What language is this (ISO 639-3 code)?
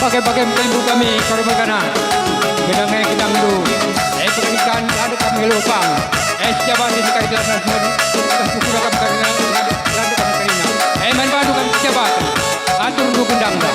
btx